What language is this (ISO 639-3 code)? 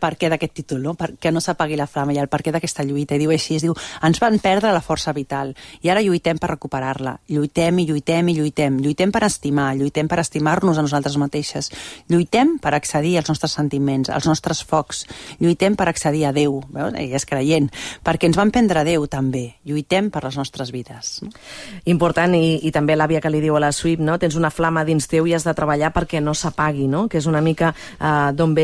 cat